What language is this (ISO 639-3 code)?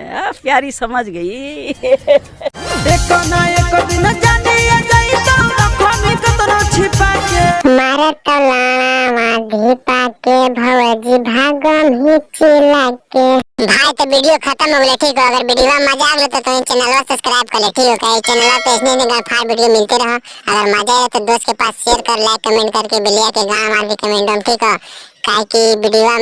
mag